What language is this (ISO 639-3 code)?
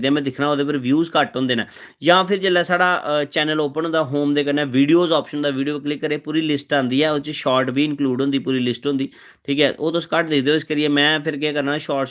doi